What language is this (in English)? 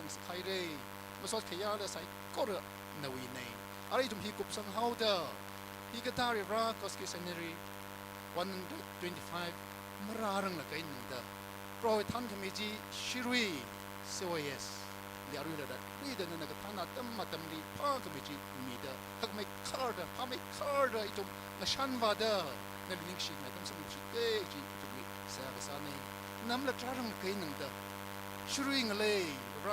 Tangkhul Naga (India)